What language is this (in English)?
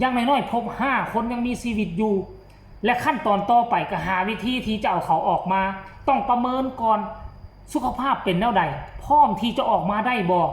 Lao